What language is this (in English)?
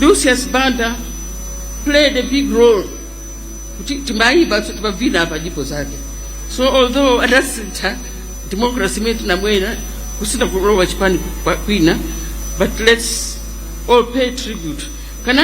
Nyanja